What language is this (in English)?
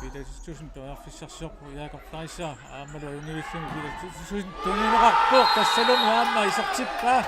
Kalaallisut